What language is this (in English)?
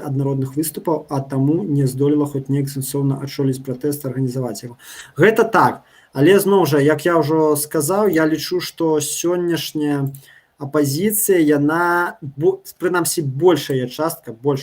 Belarusian